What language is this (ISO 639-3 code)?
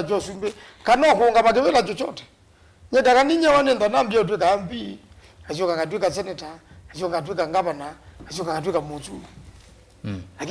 kam